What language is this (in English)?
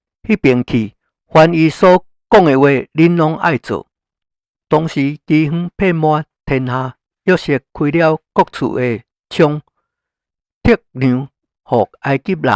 Min Nan Chinese